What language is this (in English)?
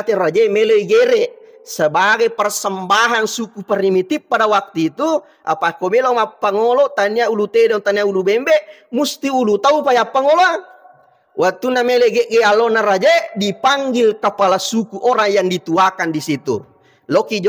Buginese